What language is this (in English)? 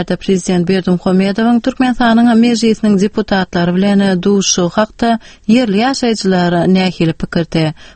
Turkmen